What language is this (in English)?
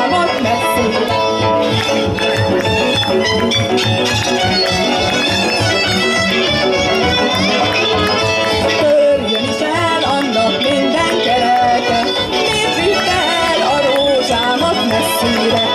Hungarian